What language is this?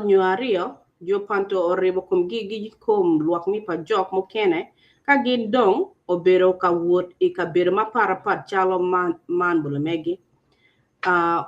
Acoli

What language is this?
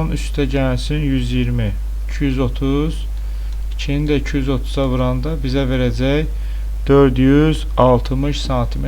Azerbaijani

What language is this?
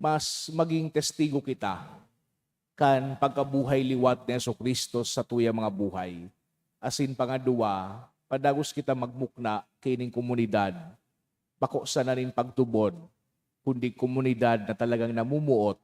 Bikol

